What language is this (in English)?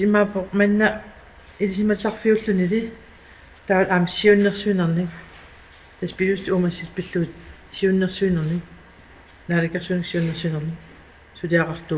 Kalaallisut